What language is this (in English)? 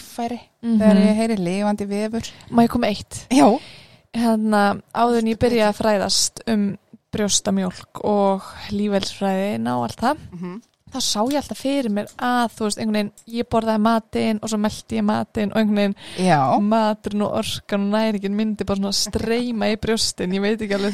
Icelandic